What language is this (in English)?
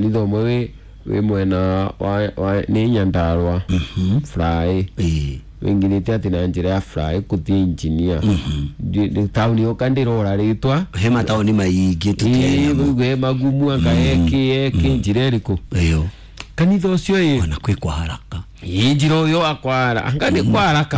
Kikuyu